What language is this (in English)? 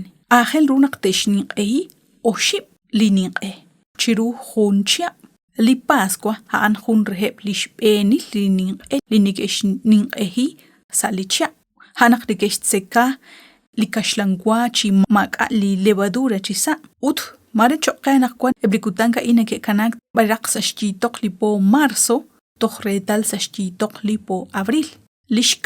Kekchí